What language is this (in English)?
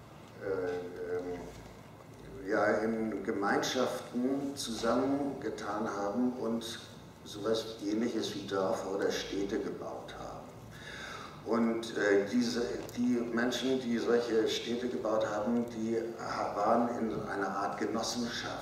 German